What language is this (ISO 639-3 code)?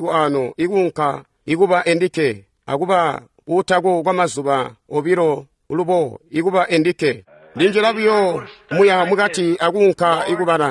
toi